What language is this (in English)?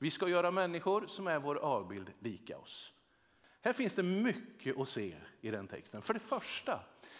Swedish